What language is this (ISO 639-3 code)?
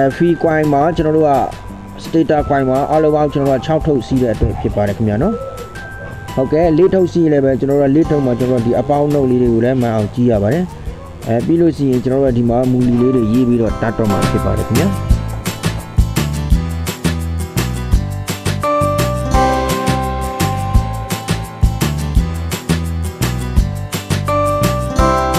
mya